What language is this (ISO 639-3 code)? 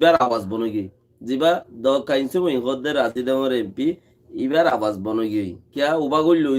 rhg